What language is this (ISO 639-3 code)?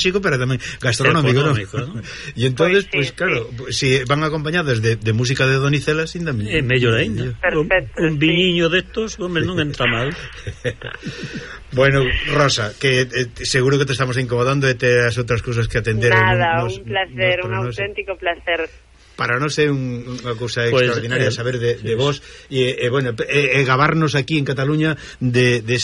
glg